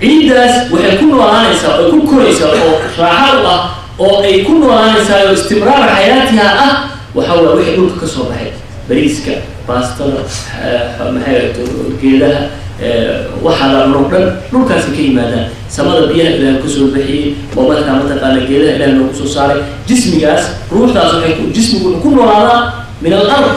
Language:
Somali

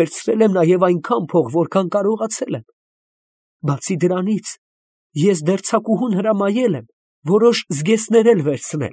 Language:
Armenian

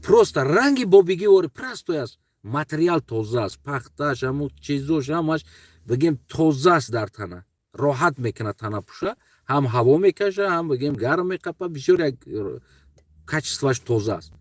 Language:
Tajik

